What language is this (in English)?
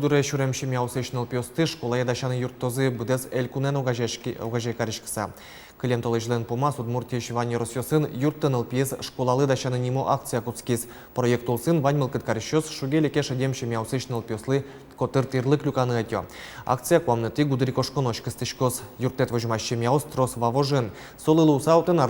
Udmurt